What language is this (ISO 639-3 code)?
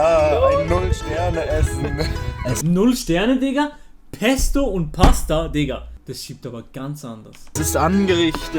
gsw